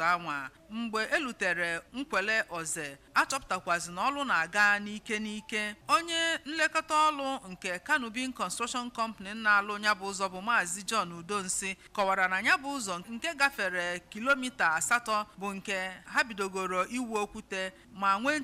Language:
Igbo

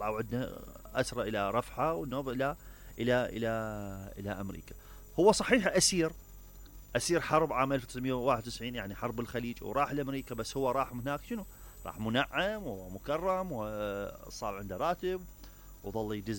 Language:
Mesopotamian Arabic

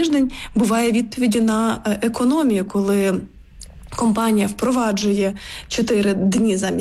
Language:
Ukrainian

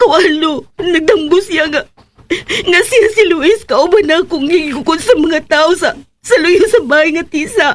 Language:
Cebuano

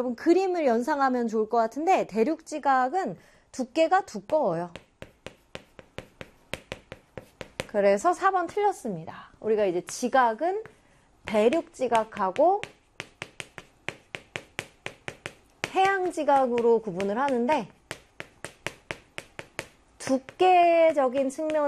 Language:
Korean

